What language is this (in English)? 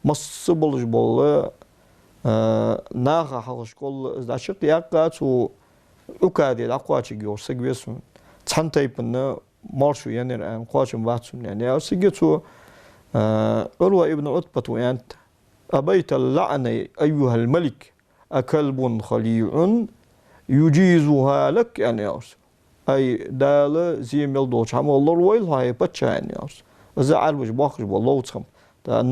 Ingush